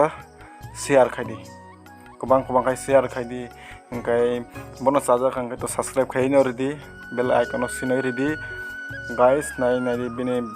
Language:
Kok Borok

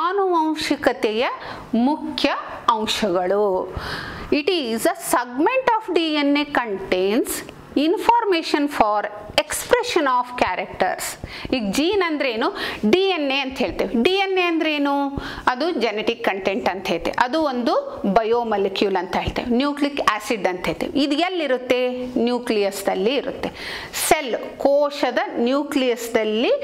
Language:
Kannada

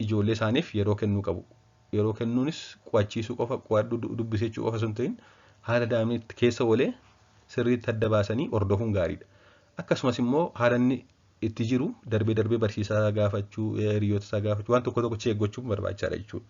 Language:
Oromo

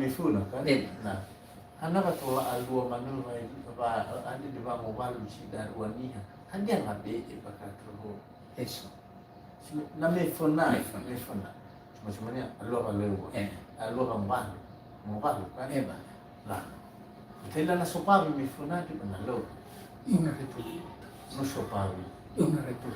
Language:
Nias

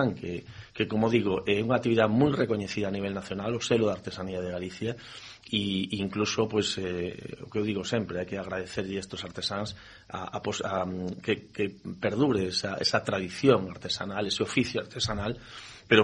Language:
Galician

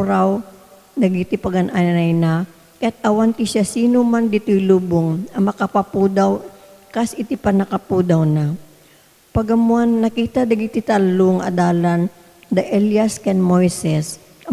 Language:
Iloko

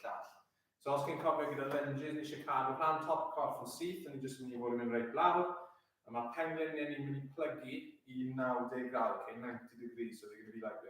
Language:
Welsh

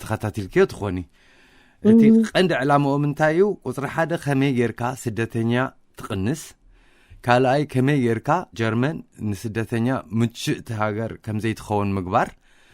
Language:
Tigrinya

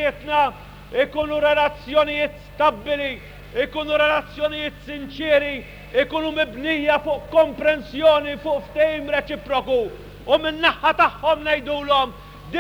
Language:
Maltese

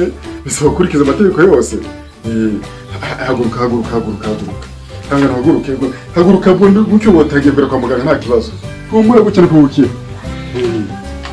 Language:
Kinyarwanda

